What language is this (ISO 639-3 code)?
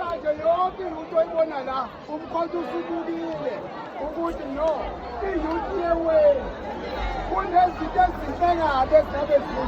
zul